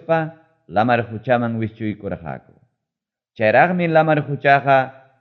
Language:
Ayacucho Quechua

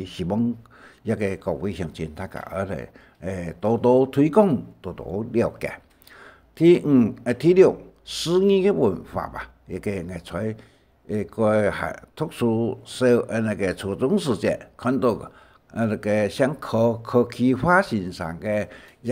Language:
Hakka Chinese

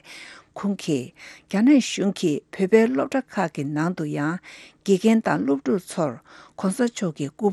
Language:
Tibetan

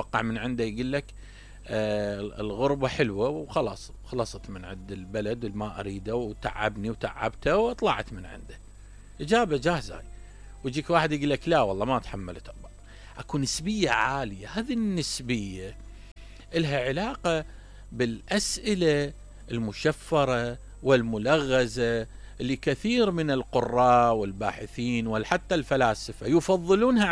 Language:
Mesopotamian Arabic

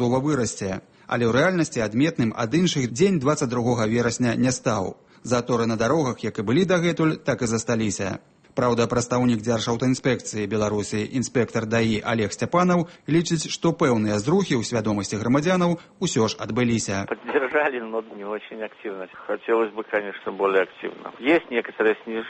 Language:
Belarusian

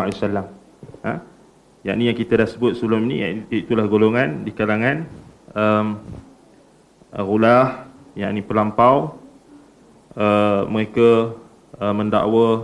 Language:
Malay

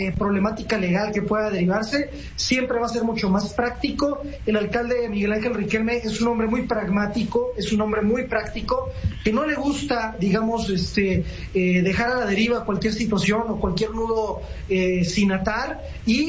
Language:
Spanish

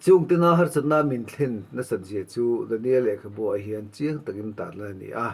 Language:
Mizo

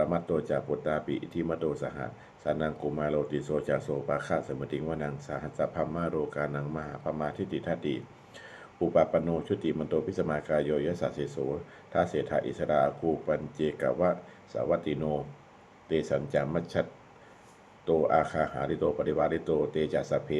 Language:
Pali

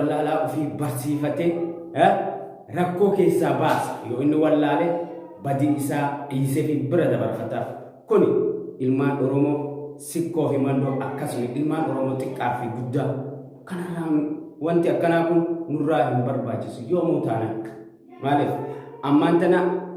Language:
Oromo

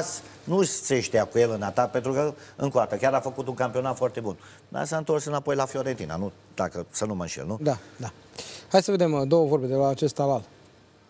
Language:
Romanian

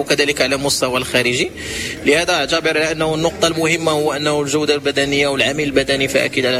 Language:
Moroccan Arabic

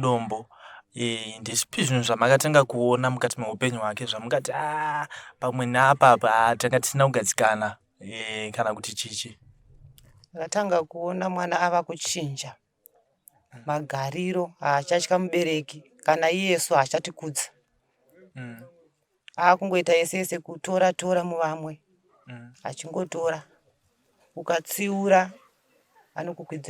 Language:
Shona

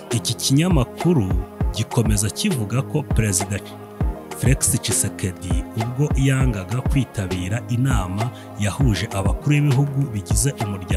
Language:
Kinyarwanda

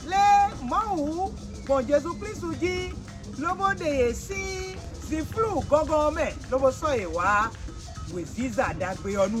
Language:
Fon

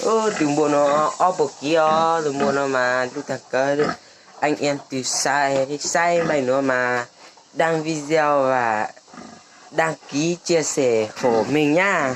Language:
Hmong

